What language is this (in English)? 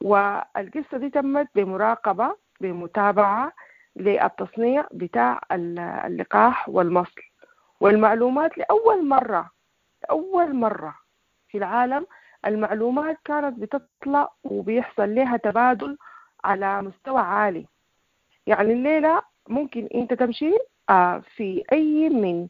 Sudanese Arabic